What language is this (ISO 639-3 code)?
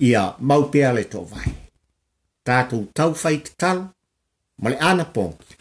smo